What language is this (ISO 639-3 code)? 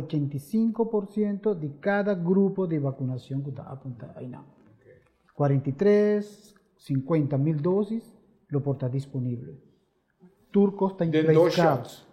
pap